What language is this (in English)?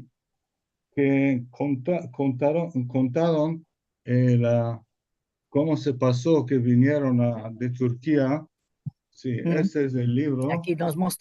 Ladino